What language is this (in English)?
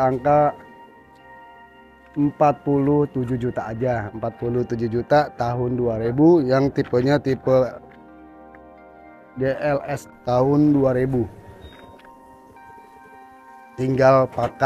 Indonesian